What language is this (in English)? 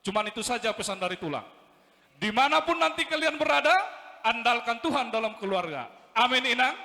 Batak Toba